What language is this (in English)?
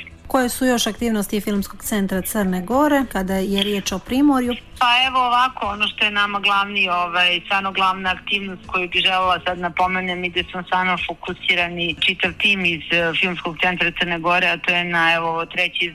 Serbian